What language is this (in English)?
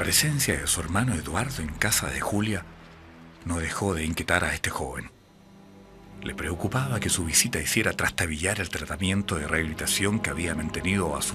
Spanish